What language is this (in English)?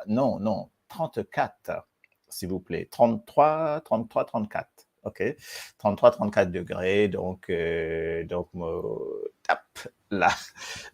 Morisyen